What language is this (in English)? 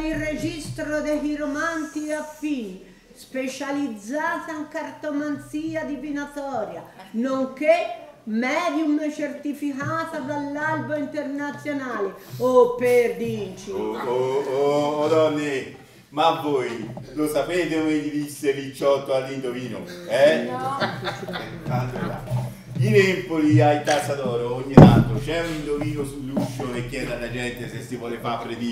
Italian